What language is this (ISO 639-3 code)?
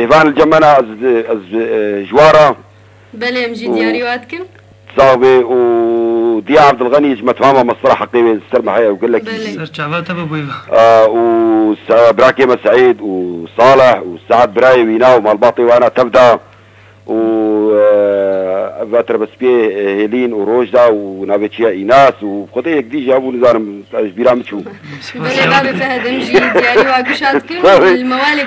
kur